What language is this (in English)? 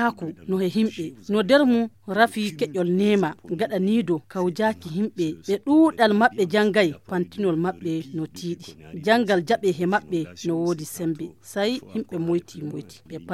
Fula